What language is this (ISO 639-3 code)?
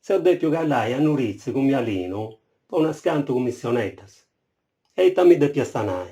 srd